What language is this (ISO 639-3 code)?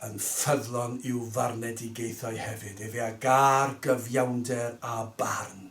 cym